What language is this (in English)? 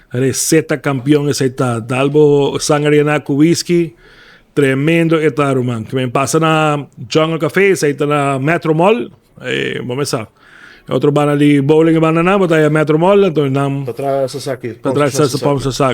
Papiamento